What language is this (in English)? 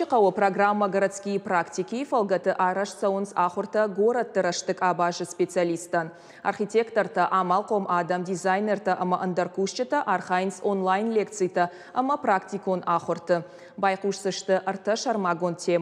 Ossetic